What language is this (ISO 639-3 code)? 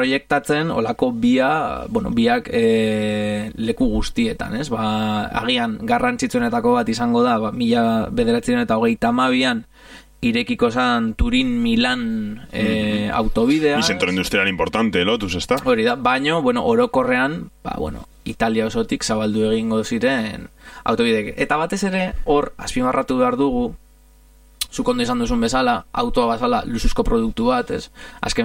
eus